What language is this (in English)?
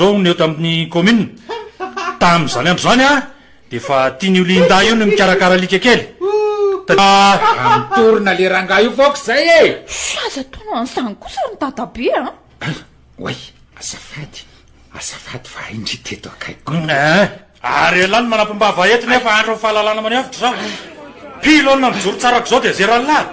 Malagasy